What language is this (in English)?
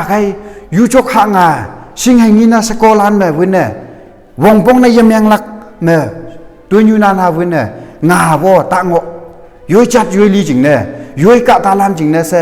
Konyak Naga